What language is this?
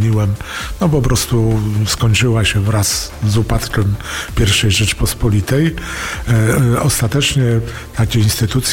Polish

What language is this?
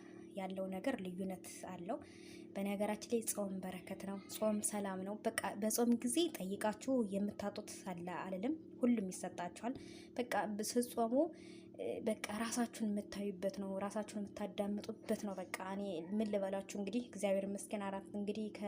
Amharic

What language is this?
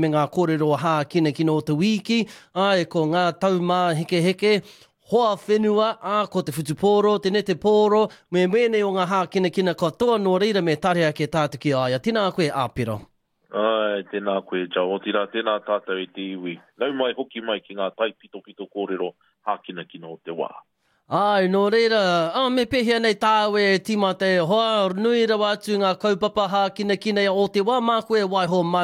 Māori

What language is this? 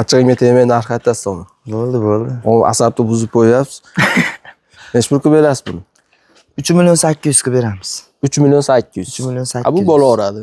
Uzbek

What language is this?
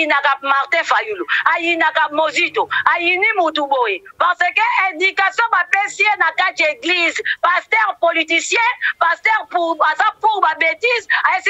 Lingala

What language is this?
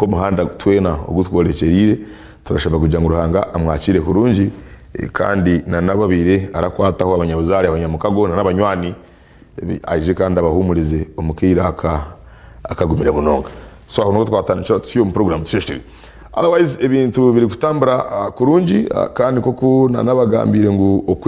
Nyankole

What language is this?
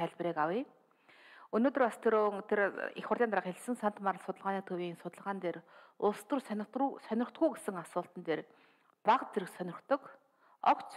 Mongolian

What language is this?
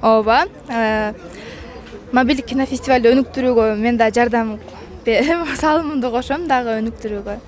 Kyrgyz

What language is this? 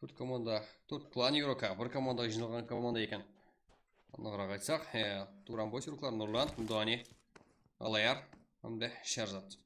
Kara-Kalpak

